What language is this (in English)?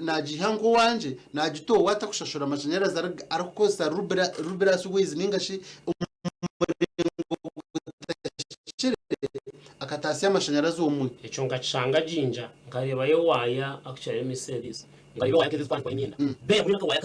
Nyankole